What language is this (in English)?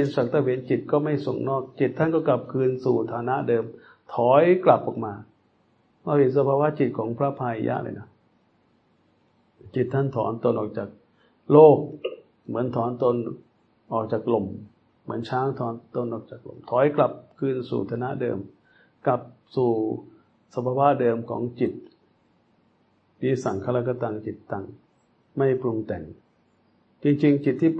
Thai